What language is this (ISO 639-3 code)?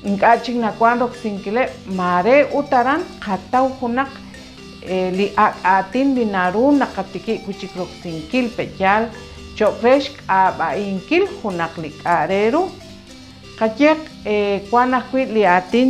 kek